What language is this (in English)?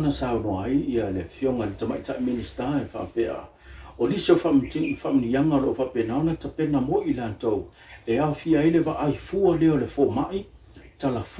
Samoan